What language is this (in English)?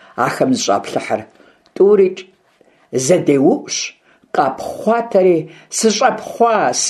Kabardian